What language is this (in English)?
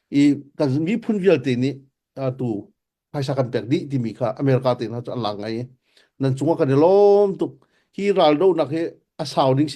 Hakha Chin